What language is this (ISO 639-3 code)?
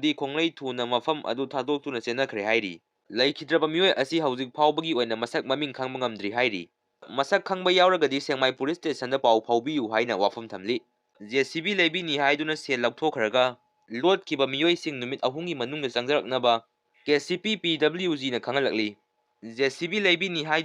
mni